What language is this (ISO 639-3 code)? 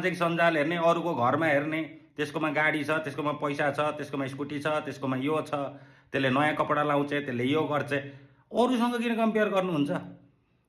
nep